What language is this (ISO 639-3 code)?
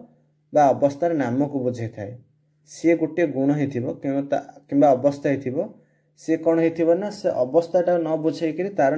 ori